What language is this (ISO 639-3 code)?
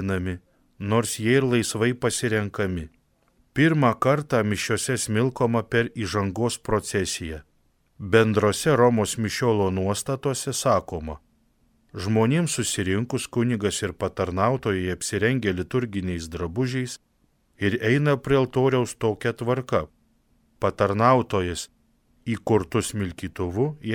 lit